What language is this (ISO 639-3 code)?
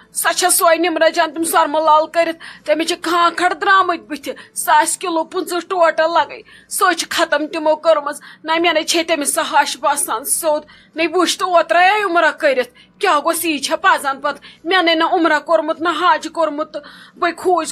kas